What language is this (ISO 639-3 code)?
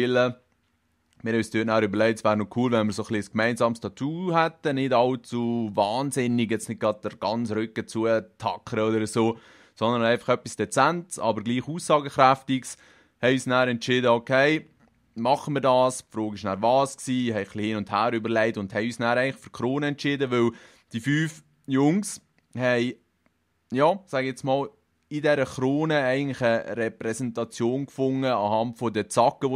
gsw